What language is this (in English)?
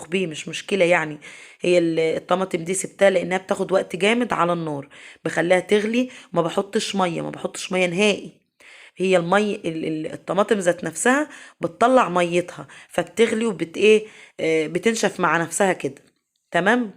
Egyptian Arabic